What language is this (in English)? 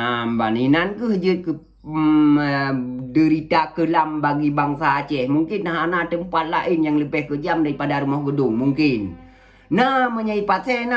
Achinese